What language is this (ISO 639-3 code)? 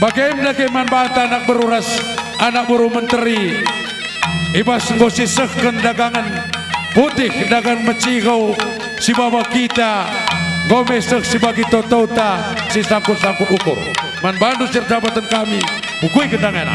btx